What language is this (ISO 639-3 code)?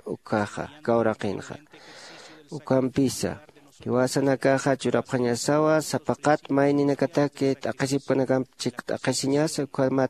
aym